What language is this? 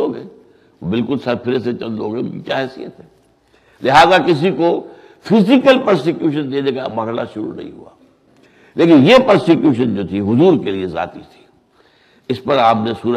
Urdu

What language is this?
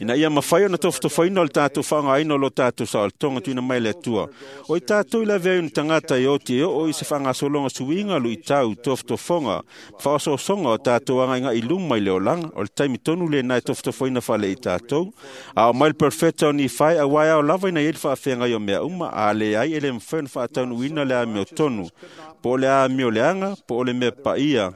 Samoan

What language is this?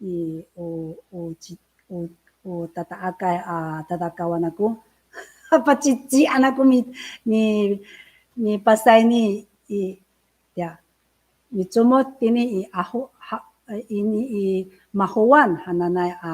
Amis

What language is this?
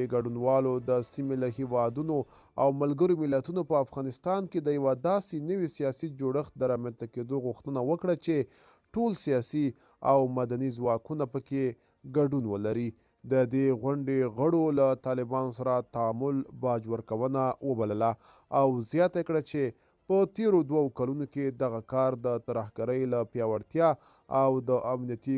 Pashto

